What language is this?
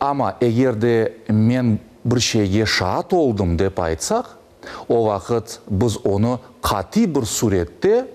Crimean Tatar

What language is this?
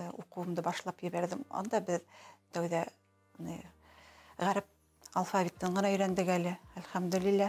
Bashkir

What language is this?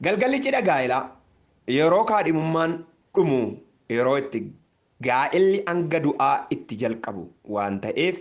Oromo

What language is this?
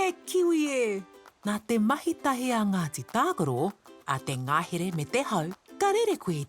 Māori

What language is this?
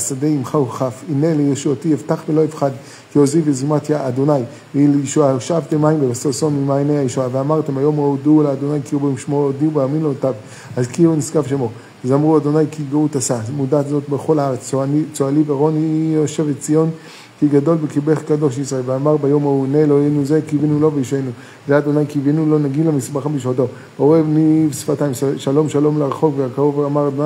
Hebrew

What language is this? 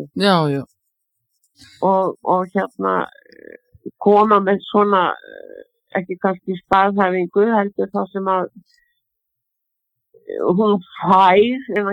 Icelandic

